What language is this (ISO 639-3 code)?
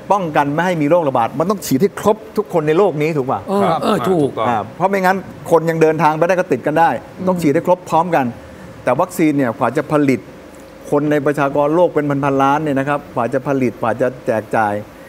tha